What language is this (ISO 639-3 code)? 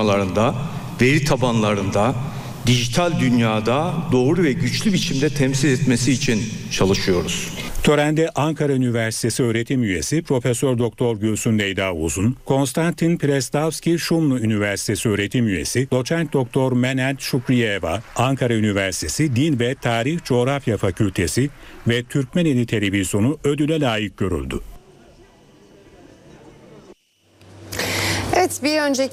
tur